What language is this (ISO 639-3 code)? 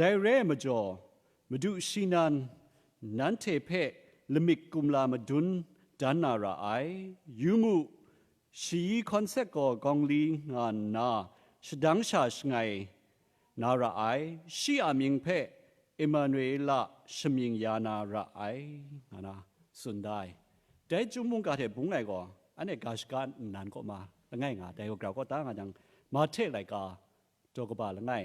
kac